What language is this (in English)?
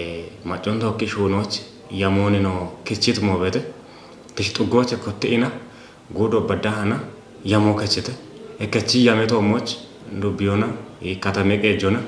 Kafa